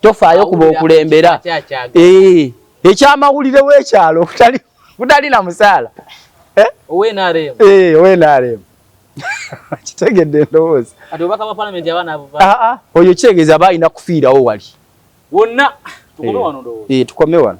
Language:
Ganda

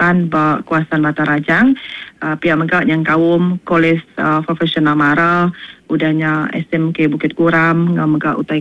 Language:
Iban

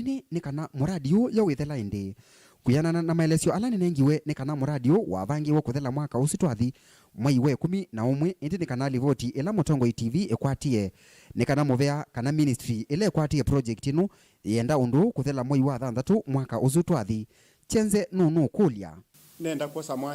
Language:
Kamba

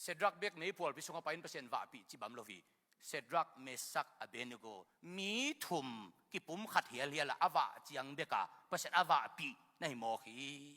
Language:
Tedim Chin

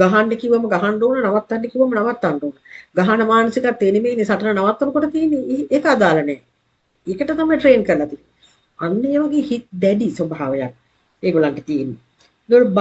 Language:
Sinhala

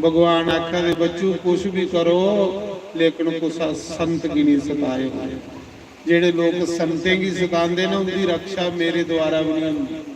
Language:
Dogri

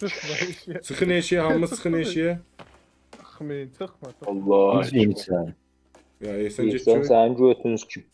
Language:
South Azerbaijani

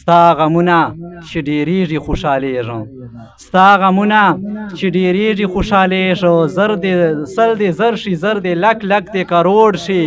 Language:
Pashto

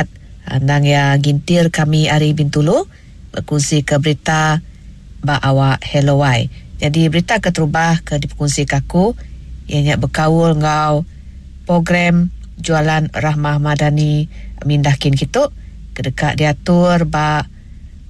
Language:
Iban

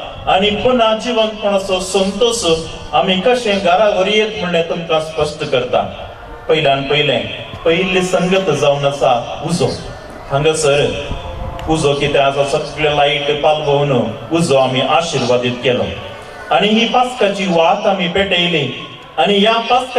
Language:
Konkani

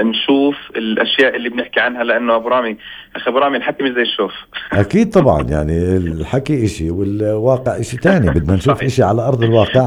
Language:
North Levantine Arabic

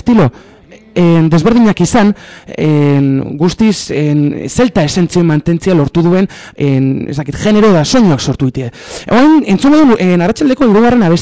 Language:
Basque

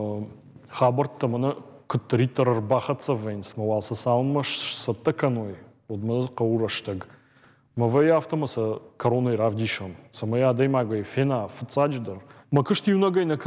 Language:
Ossetic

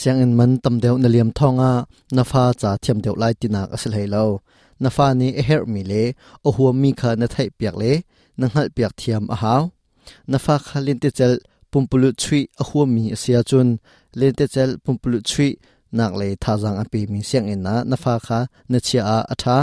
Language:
Hakha Chin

